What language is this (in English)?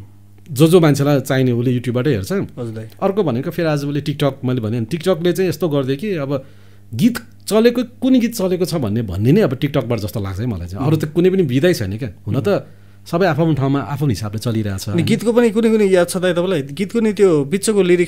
Nepali